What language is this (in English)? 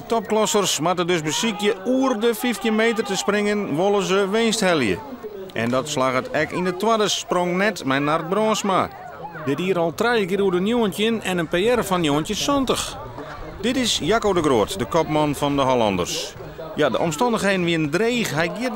Western Frisian